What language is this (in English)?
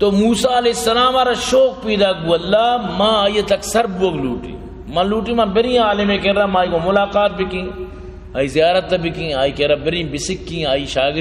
Baluchi